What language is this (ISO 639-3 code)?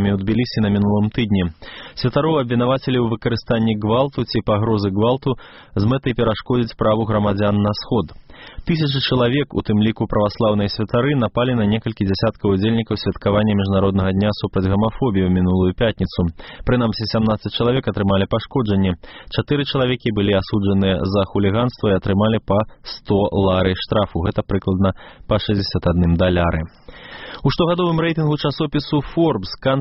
bel